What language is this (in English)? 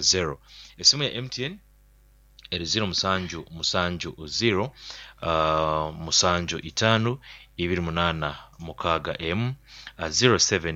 Nyoro